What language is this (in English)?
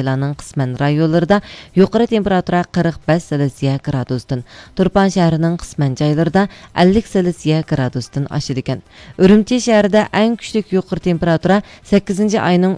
Uyghur